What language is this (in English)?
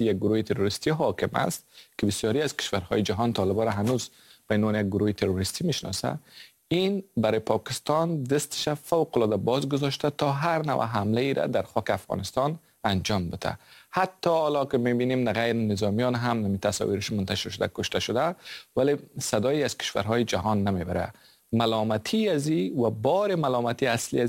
Persian